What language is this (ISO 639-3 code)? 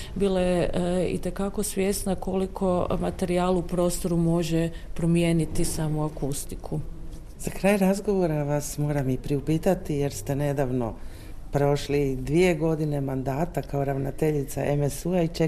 hrv